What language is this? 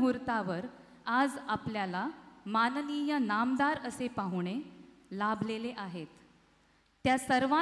Marathi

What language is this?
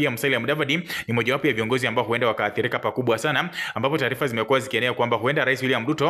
Swahili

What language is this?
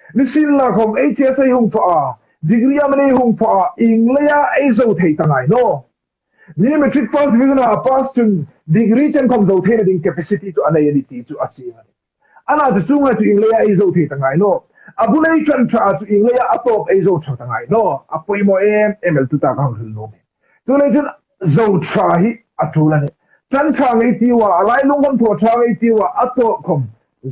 Hmar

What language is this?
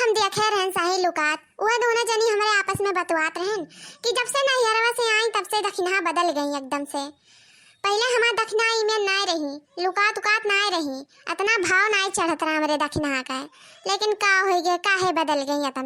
Awadhi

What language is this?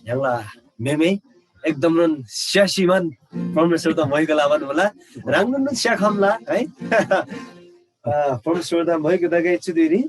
Eastern Tamang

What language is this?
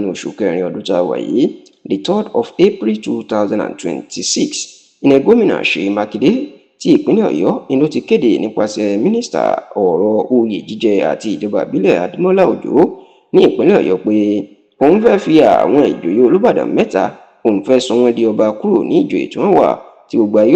Yoruba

